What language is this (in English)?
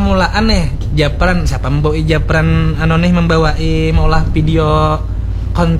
Banjar